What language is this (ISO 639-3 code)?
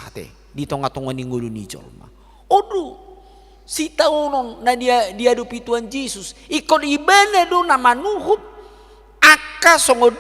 bbc